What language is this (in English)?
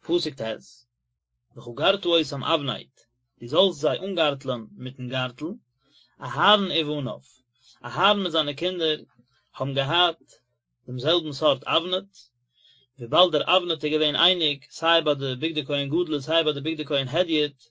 Yiddish